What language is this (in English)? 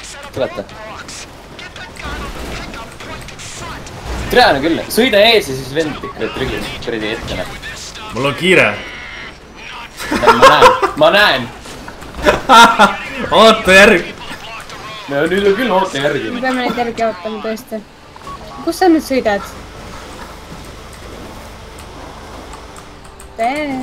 Estonian